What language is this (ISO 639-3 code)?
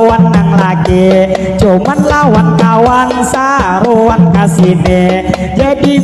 bjn